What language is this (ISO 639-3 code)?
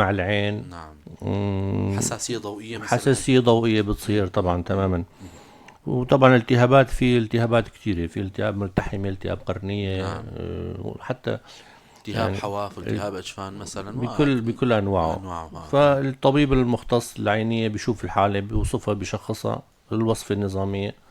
apc